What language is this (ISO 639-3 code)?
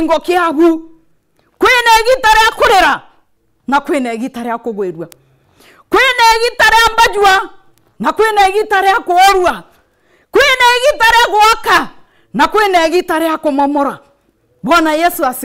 mer